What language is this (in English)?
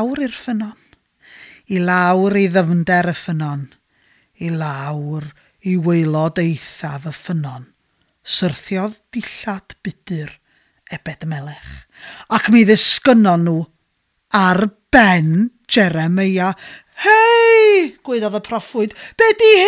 Welsh